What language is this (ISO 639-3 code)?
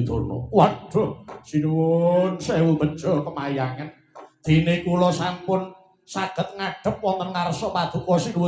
jav